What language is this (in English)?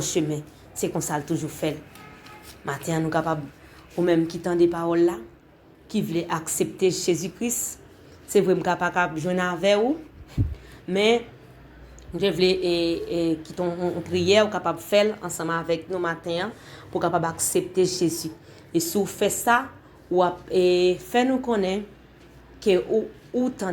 Haitian Creole